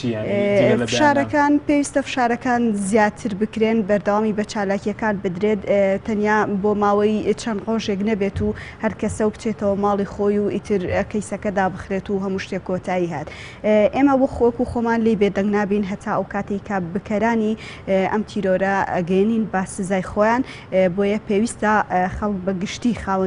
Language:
Central Kurdish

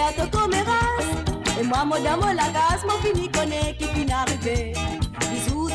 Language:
Morisyen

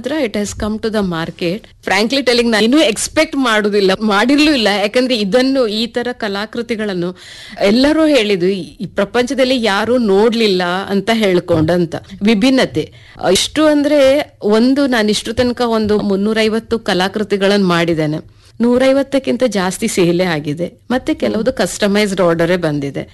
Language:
Kannada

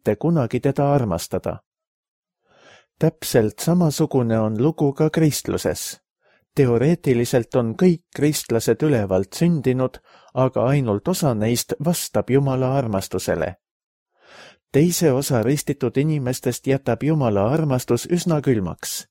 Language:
Estonian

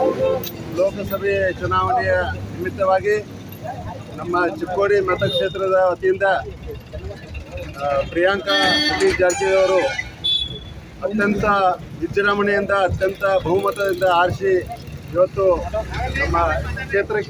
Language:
Kannada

